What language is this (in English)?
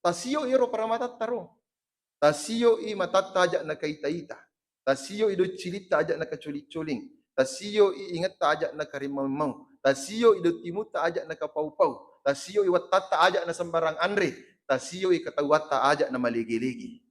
Buginese